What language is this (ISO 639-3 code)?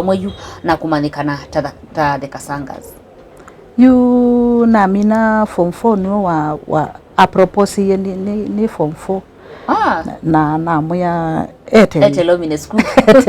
kam